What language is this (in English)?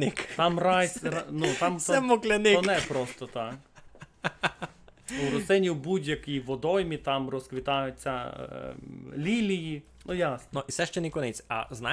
Rusyn